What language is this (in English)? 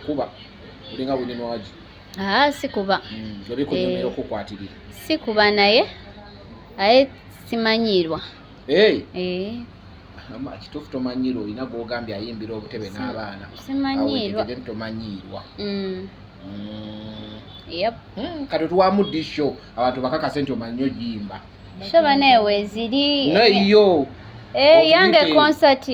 Ganda